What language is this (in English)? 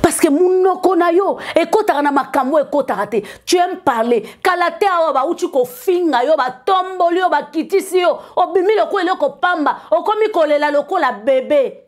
Lingala